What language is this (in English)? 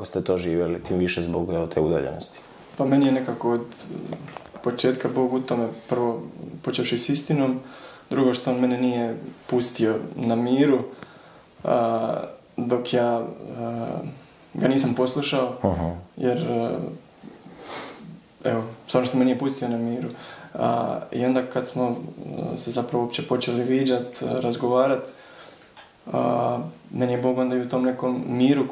Croatian